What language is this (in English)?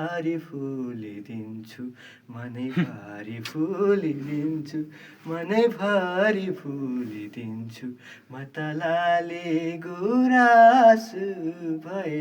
Nepali